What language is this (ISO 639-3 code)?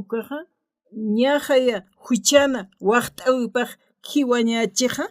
aym